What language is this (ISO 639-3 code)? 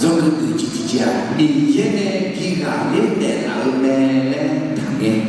ahk